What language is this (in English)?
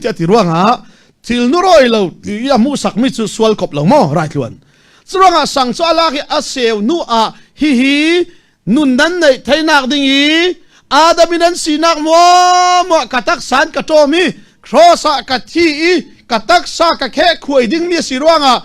Falam Chin